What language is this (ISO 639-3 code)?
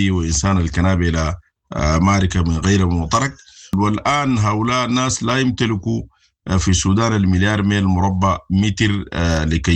apd